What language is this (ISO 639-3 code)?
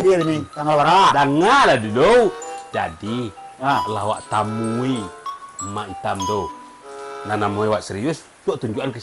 min